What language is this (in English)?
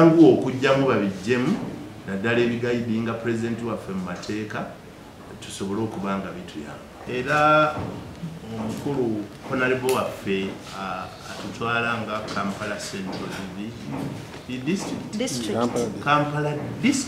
Ganda